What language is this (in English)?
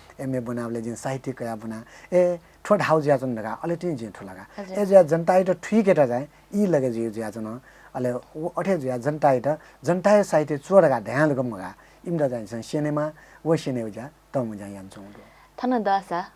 Newari